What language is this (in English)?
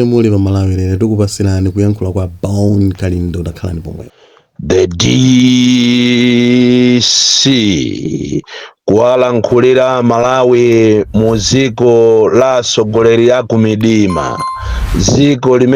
Nyanja